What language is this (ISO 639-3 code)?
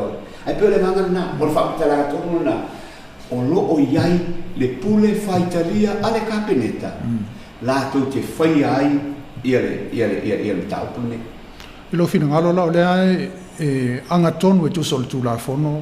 smo